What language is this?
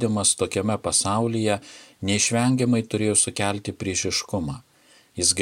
Lithuanian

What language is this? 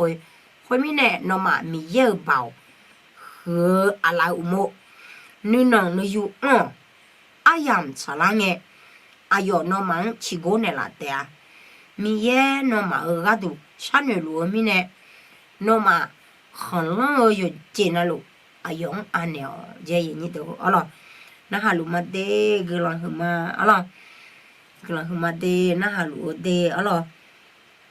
Akha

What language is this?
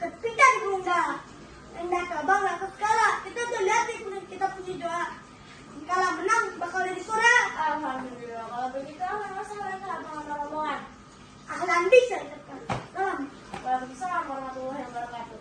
Betawi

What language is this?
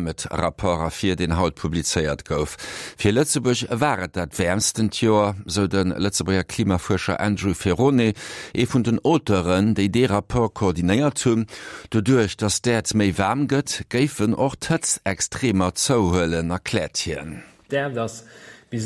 Luxembourgish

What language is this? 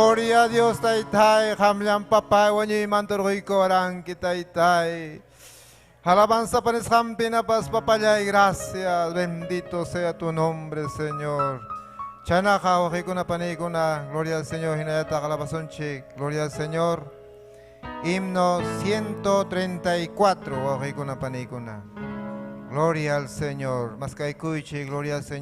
Ayacucho Quechua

